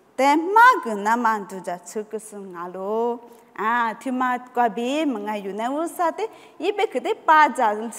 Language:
Lisu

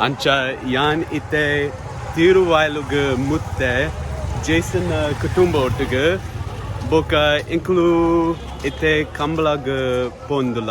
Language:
Tulu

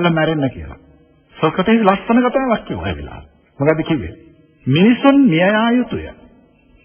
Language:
Sinhala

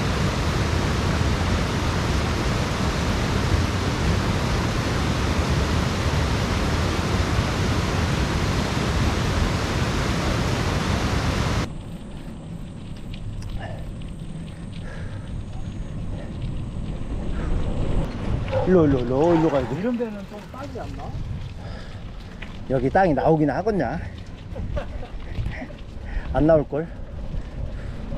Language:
Korean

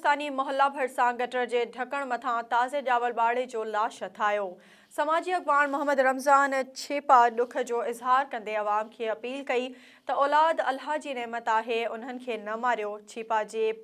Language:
Sindhi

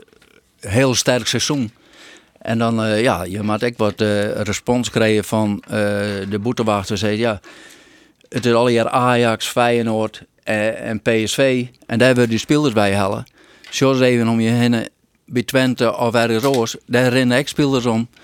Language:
Western Frisian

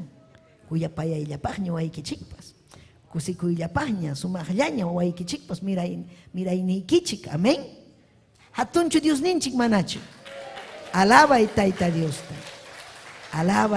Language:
Ayacucho Quechua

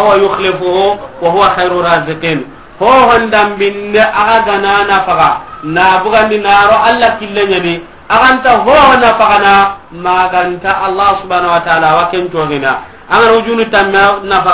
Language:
Soninke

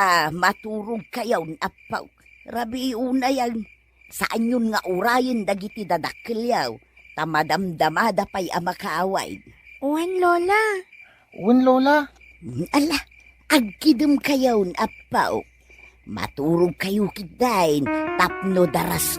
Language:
Iloko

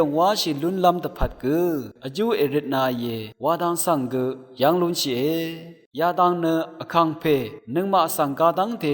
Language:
Rawang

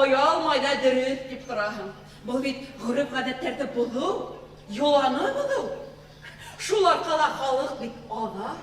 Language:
Bashkir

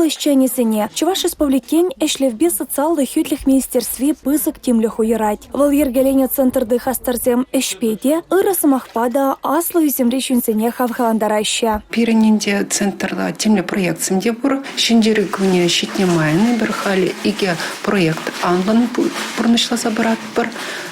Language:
Chuvash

